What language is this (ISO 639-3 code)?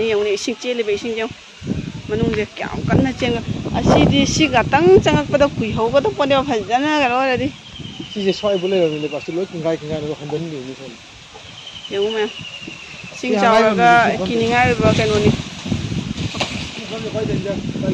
mni